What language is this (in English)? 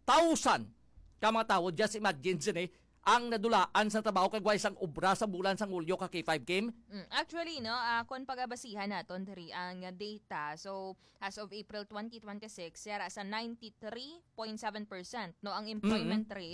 Hiligaynon